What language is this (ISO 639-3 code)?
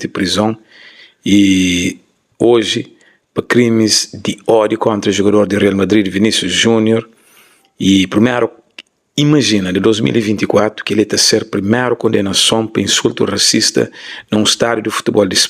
kea